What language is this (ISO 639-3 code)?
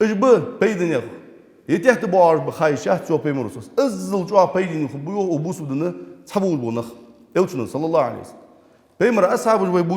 inh